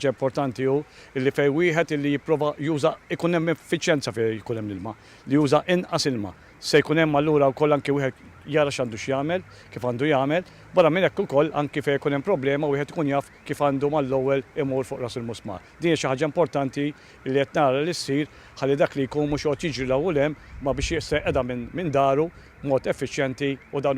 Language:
Maltese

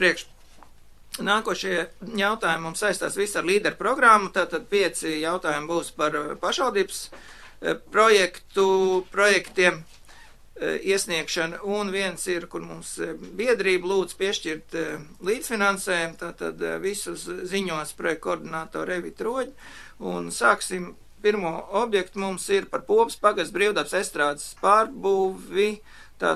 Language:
Latvian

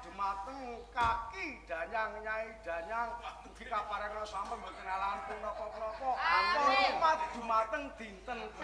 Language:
Javanese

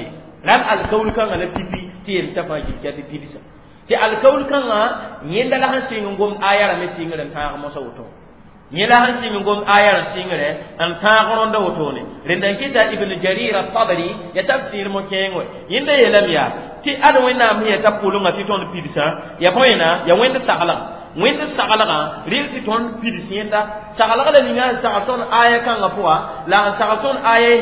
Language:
Mossi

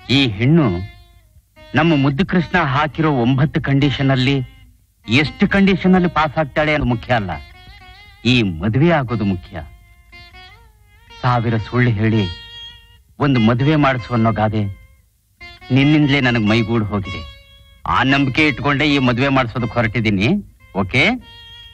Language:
Kannada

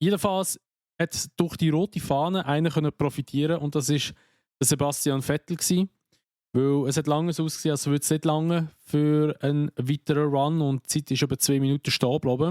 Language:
Swiss German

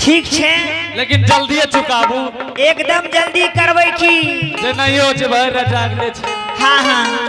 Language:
Angika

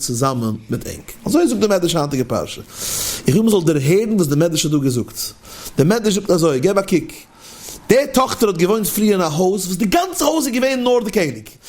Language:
Yiddish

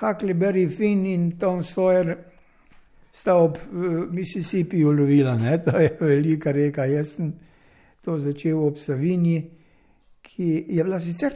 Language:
Slovenian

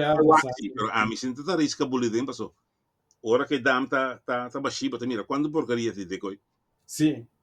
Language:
Papiamento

